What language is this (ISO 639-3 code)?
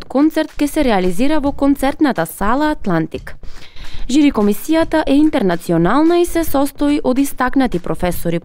mkd